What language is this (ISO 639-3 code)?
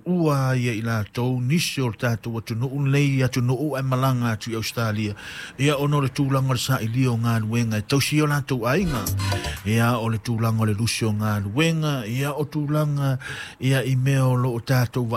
smo